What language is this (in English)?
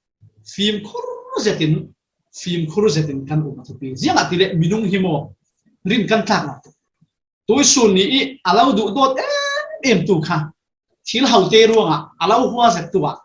Falam Chin